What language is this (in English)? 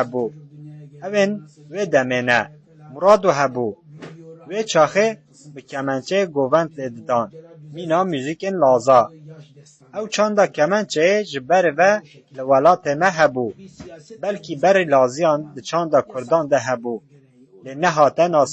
Kurdish